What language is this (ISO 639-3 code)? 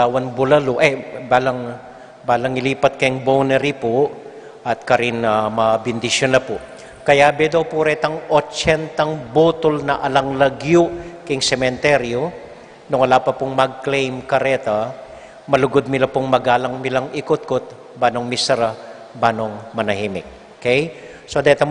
pam